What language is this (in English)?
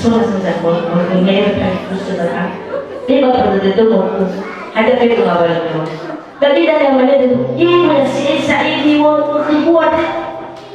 Nias